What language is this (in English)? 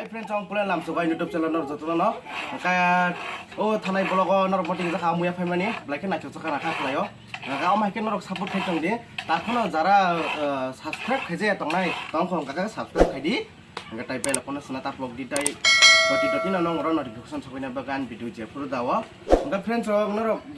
Kok Borok